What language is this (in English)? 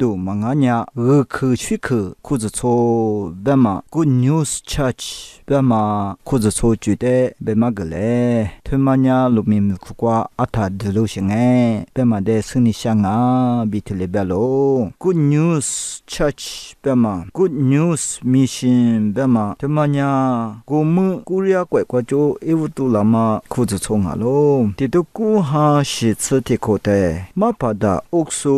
Lisu